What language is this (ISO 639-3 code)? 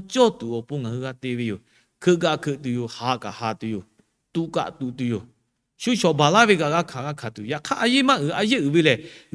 lhu